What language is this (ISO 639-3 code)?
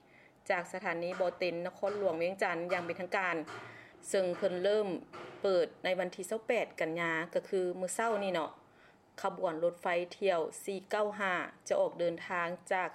lao